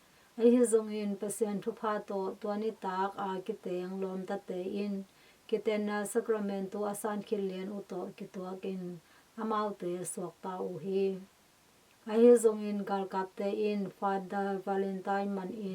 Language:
Tedim Chin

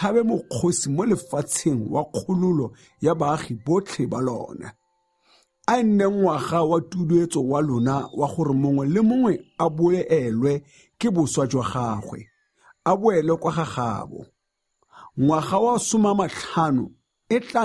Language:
Tswana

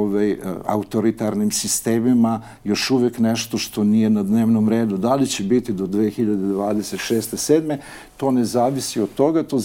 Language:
Serbian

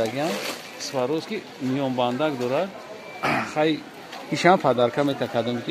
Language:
Tajik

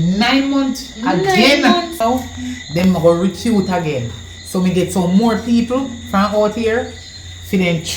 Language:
Jamaican Creole English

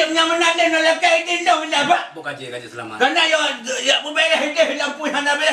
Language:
Achinese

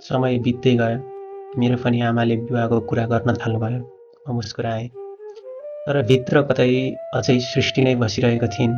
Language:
Nepali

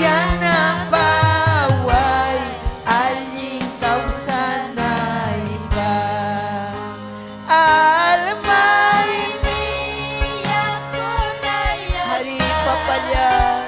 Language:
Ayacucho Quechua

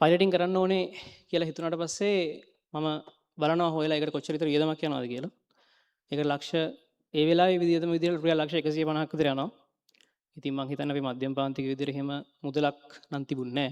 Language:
Sinhala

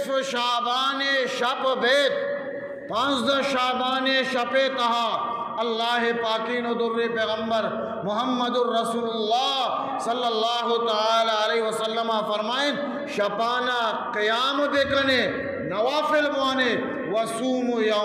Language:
Eastern Balochi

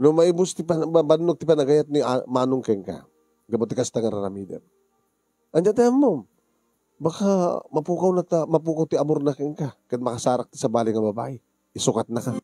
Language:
Iloko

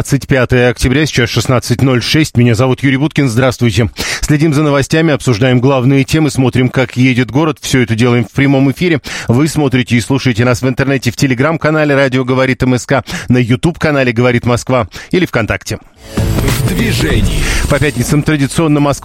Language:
Russian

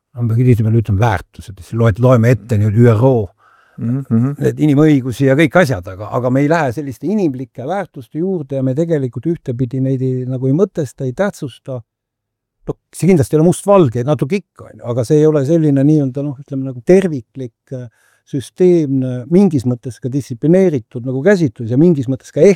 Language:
Estonian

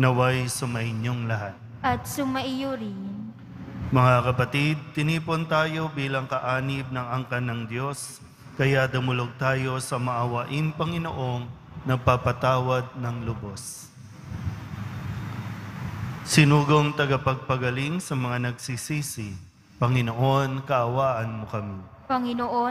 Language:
Filipino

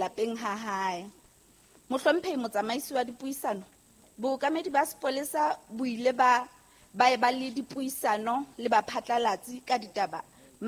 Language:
Southern Sotho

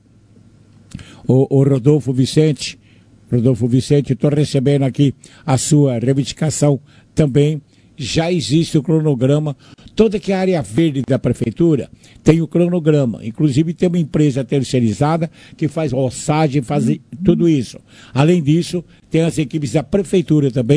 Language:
Portuguese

